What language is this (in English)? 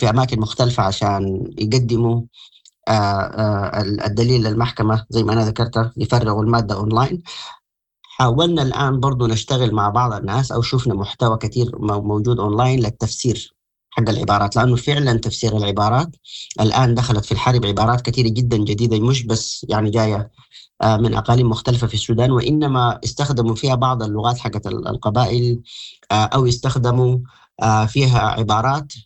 Sudanese Arabic